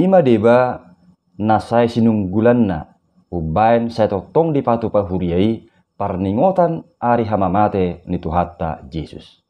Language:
Batak Toba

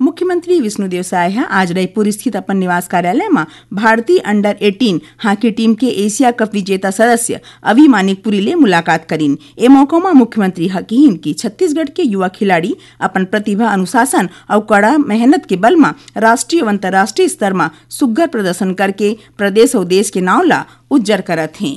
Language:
Chhattisgarhi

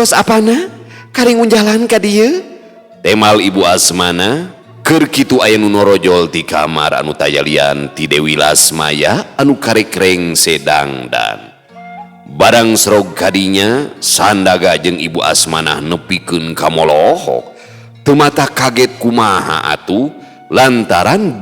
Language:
Sundanese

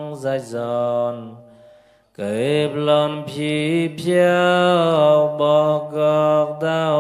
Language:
Mon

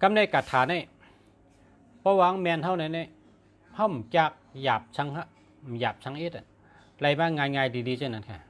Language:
Shan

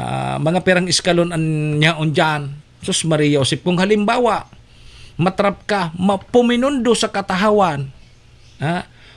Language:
Bikol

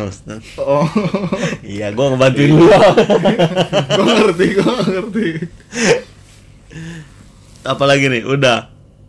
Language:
Indonesian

